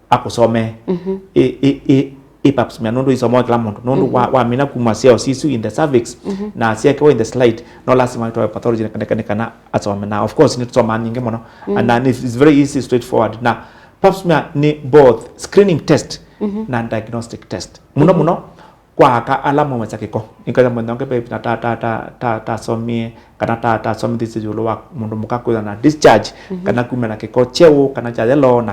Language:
Kamba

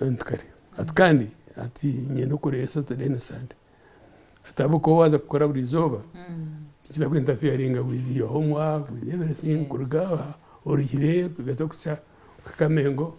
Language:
Nyankole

